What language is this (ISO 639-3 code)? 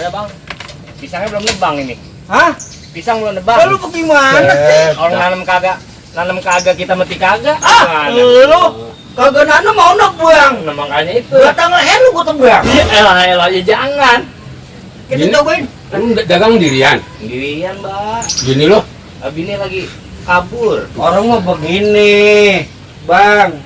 bew